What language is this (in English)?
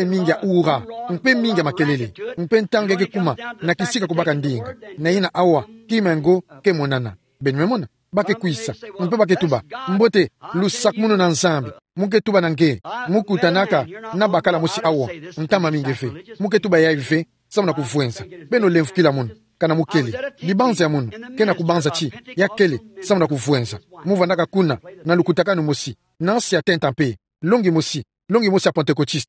Kituba (Democratic Republic of Congo)